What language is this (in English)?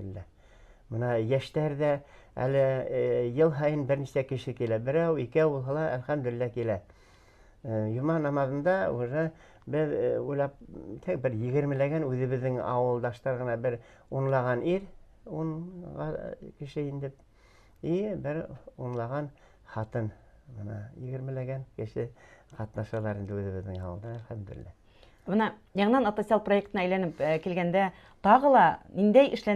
Bashkir